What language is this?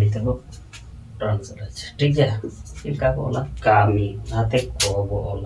Santali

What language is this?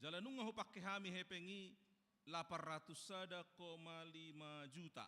Batak Toba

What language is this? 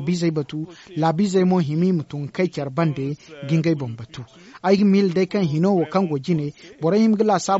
Zarma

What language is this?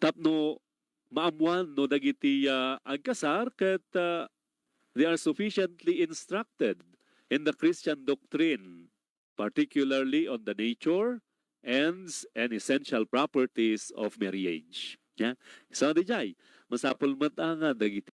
Iloko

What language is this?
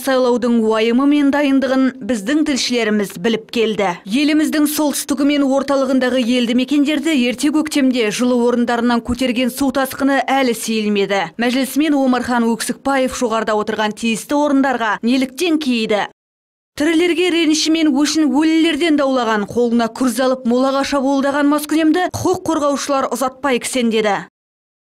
Kazakh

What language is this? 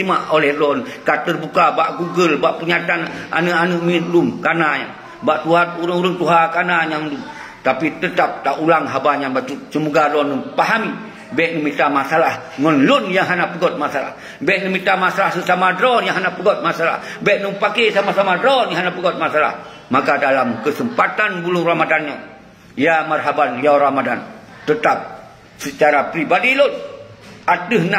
Achinese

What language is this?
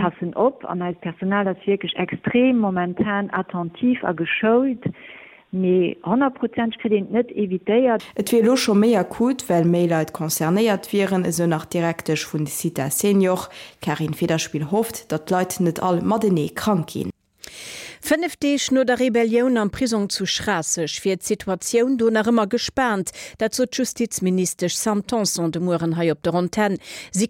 Luxembourgish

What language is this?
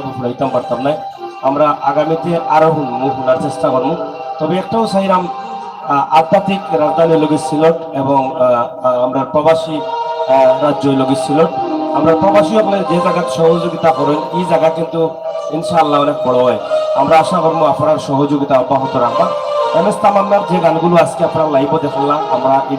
Sylheti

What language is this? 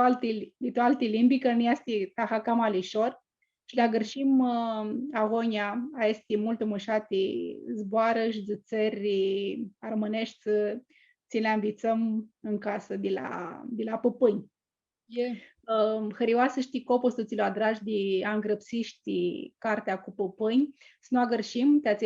Aromanian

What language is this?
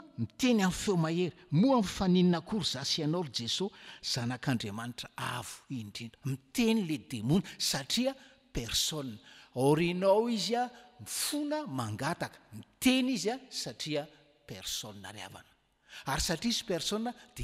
Malagasy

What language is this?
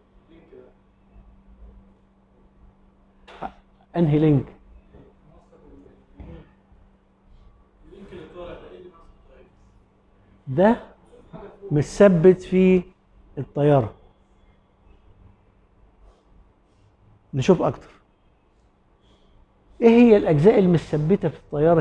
Egyptian Arabic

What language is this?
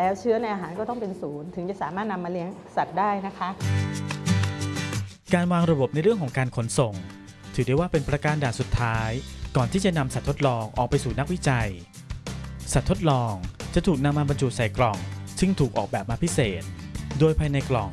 Thai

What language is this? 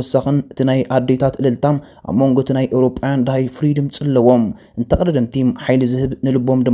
Tigrinya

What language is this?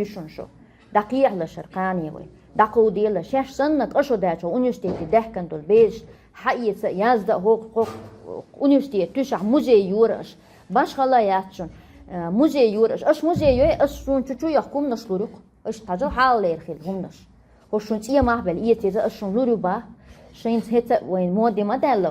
Chechen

